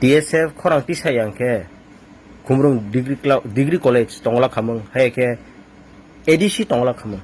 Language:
Kok Borok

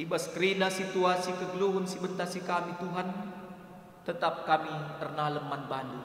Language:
Batak Karo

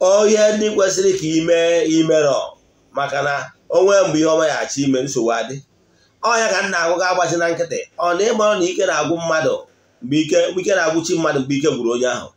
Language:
Igbo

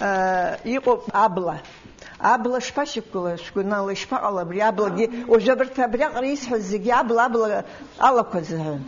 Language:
Abkhazian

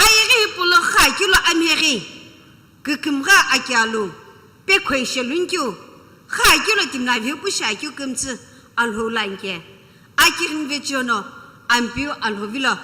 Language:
Sumi Naga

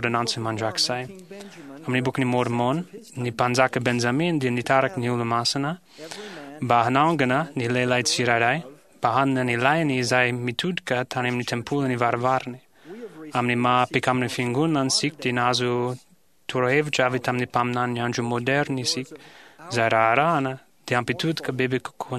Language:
Malagasy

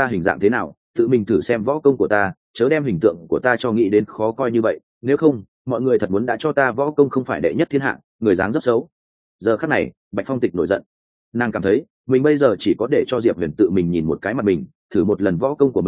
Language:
Vietnamese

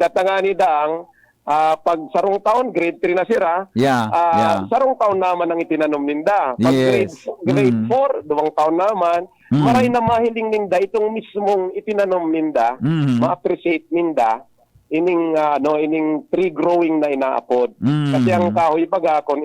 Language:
Bikol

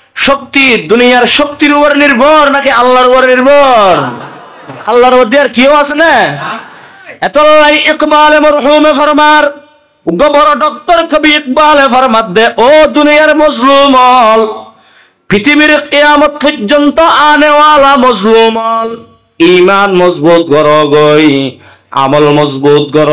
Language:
Rohingya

